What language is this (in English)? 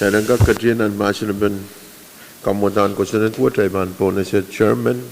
Pohnpeian